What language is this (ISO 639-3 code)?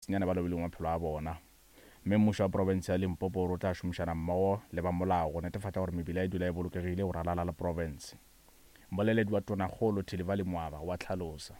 nso